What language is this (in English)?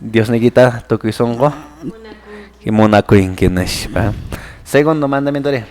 Quechua